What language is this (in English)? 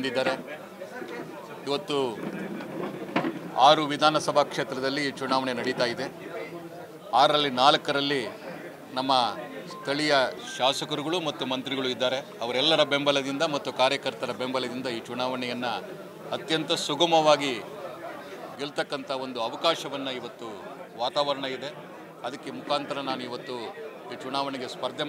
Kannada